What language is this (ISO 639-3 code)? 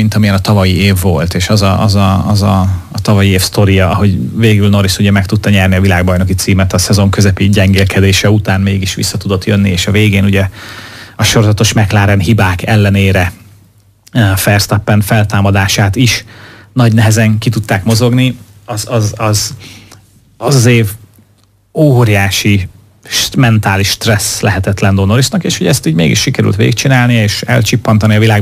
hun